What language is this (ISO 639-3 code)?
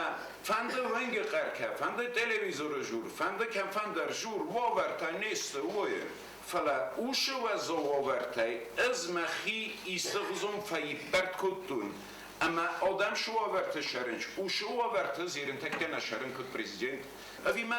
oss